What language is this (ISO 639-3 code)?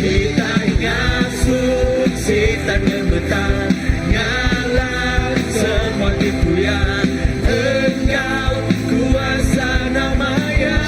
iba